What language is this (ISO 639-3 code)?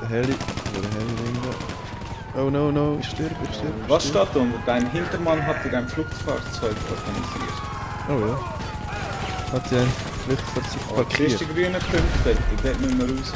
gsw